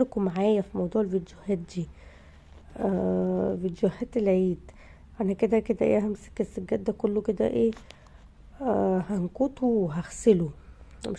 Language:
Egyptian Arabic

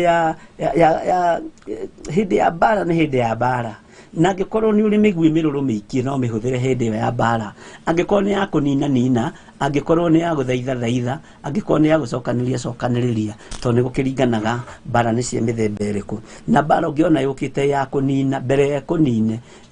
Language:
Kikuyu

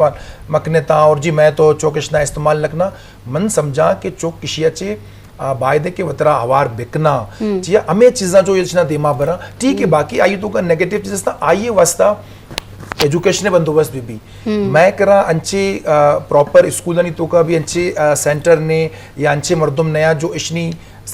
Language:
Eastern Balochi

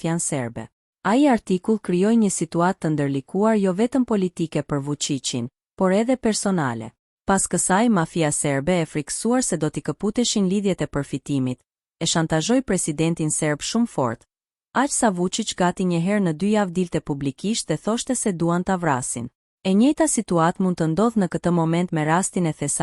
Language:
Albanian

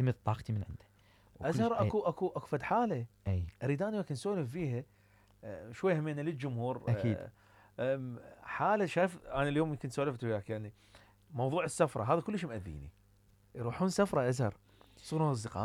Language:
Mesopotamian Arabic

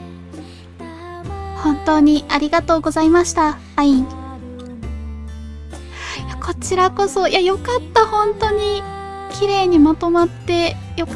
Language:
Japanese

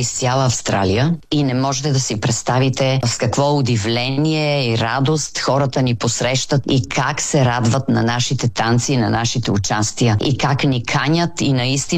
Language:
Bulgarian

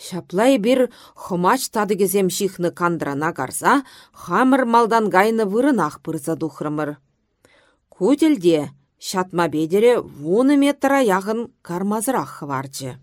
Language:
Chuvash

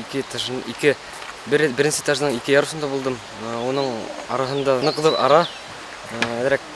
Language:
Bashkir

